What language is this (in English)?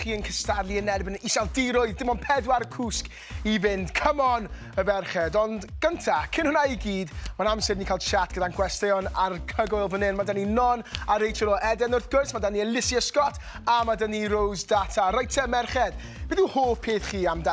Welsh